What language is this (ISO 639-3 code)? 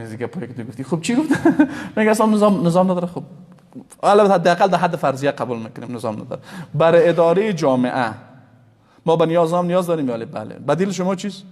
fas